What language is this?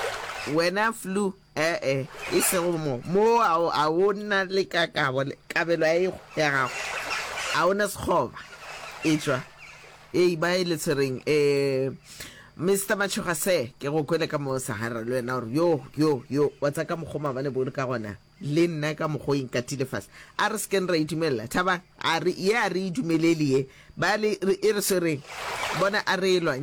Northern Sotho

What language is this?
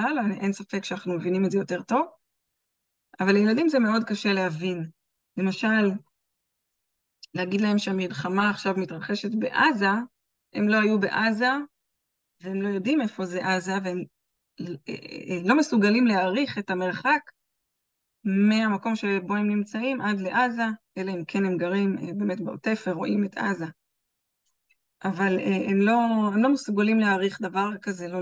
Hebrew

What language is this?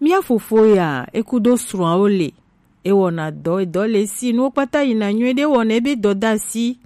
Gen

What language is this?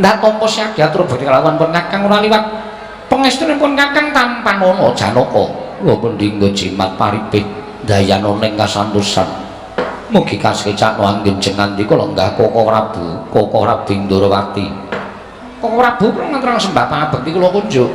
Javanese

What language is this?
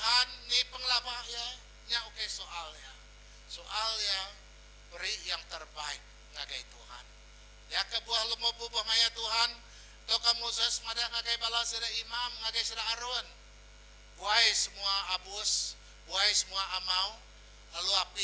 Iban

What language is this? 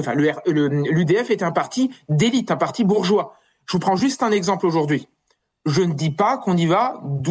French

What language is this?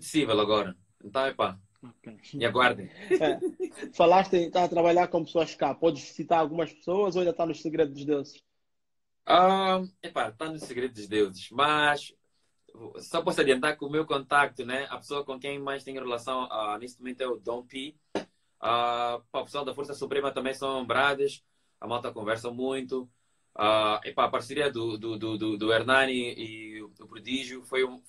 Portuguese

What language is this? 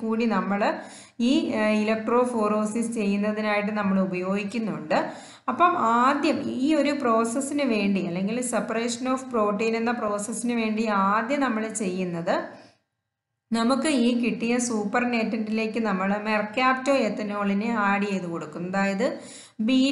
Malayalam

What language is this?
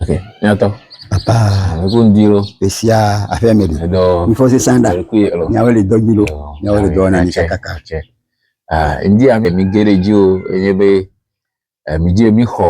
Ewe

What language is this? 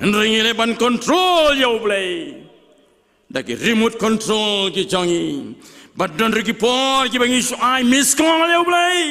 Khasi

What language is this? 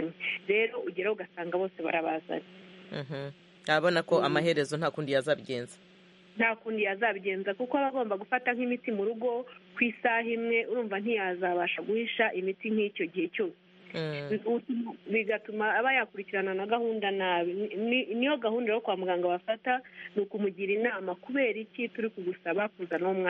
Kinyarwanda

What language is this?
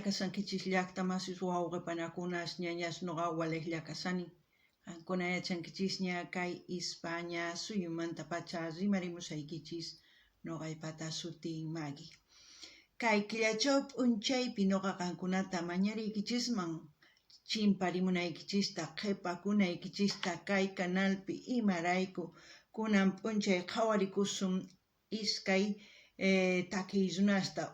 South Bolivian Quechua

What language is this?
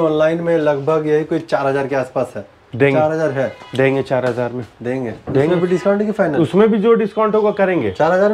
Hindi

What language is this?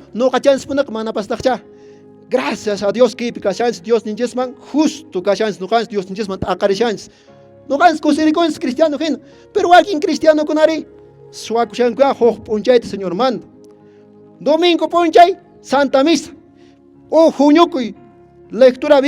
Quechua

